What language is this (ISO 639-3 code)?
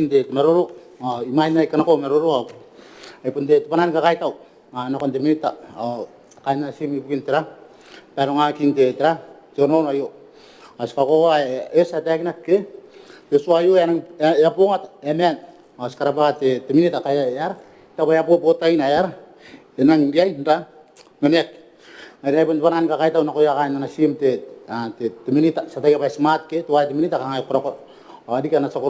gil